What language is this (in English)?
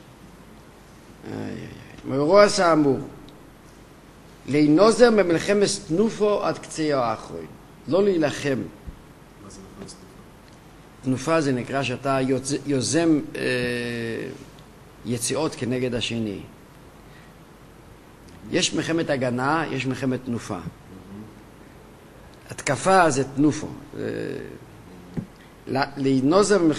Hebrew